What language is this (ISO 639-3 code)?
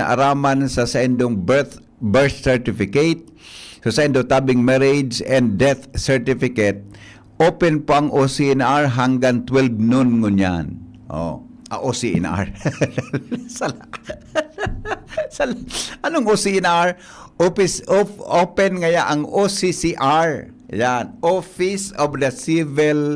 bik